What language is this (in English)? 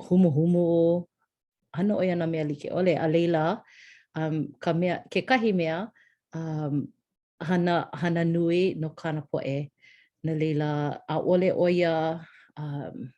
Hawaiian